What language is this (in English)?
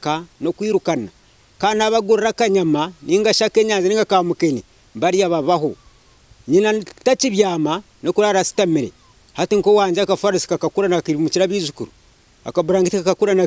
Nyankole